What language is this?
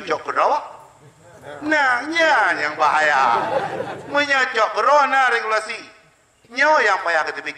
Achinese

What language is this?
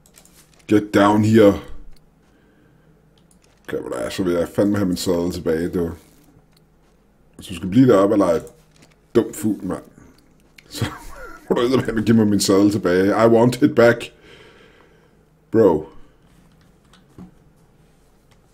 Danish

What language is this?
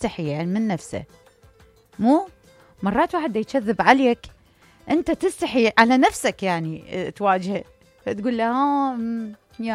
Mesopotamian Arabic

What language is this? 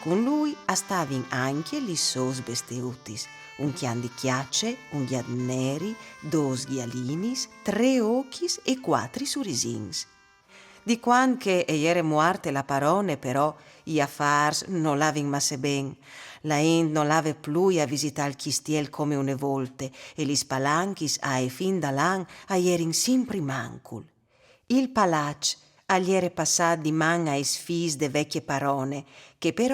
Friulian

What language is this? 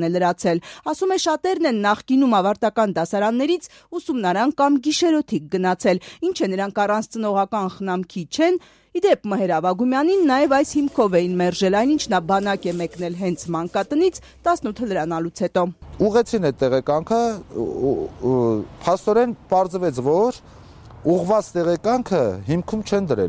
Armenian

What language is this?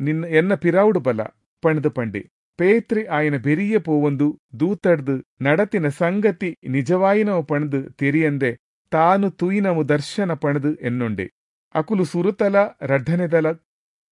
Tulu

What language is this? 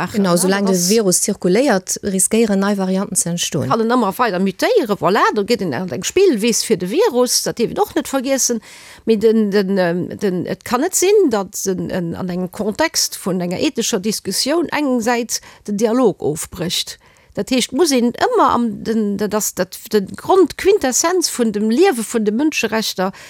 Luxembourgish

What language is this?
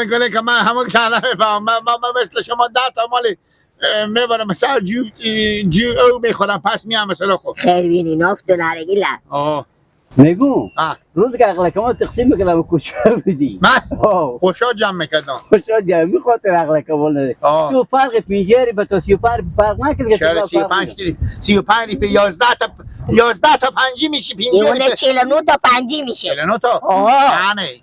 Persian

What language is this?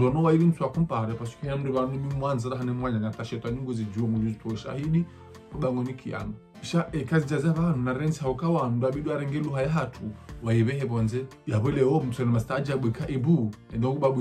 Ngazidja Comorian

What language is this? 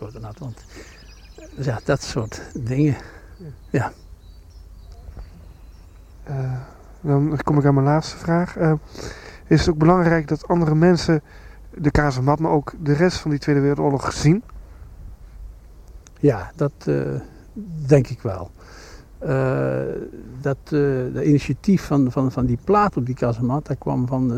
Dutch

